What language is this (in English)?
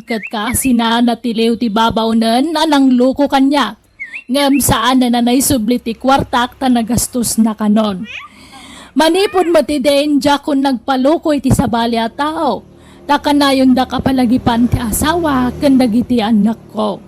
Iloko